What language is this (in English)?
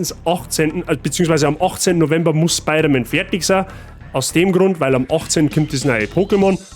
Bavarian